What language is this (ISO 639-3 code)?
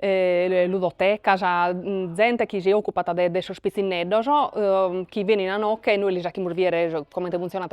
srd